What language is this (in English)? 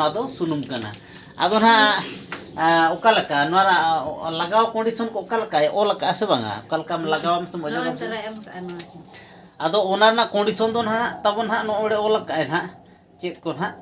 Santali